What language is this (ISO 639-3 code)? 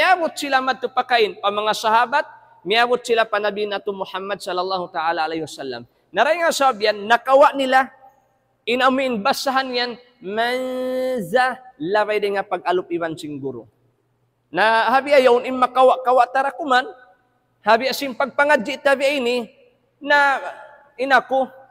tsg